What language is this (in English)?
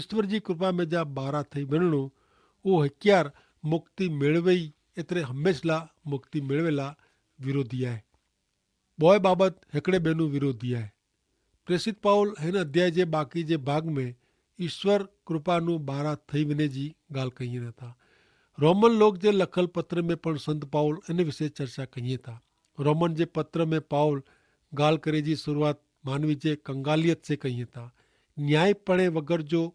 Kachhi